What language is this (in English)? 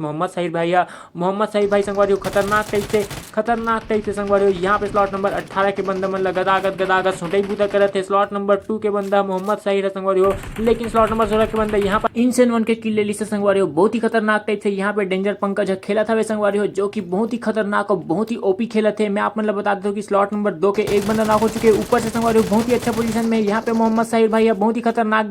Chhattisgarhi